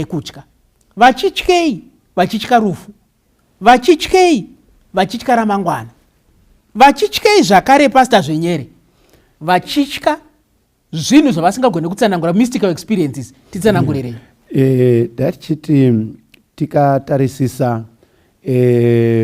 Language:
Shona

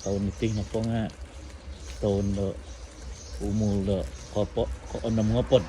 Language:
Central Dusun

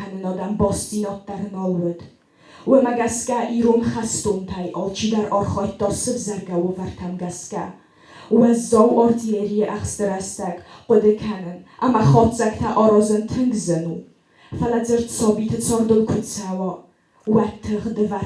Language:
Ossetic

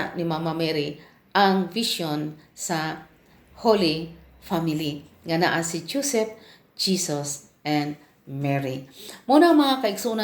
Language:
Cebuano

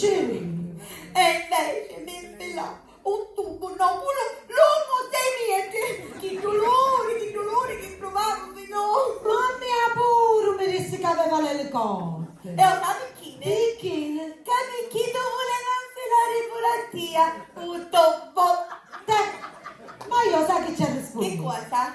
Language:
Sicilian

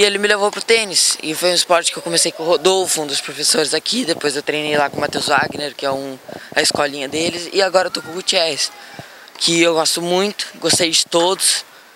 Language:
Portuguese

